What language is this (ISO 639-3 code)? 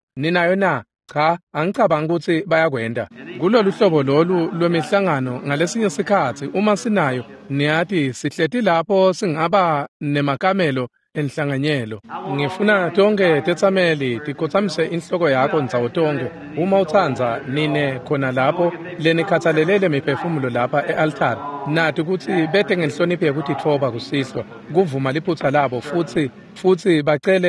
ssw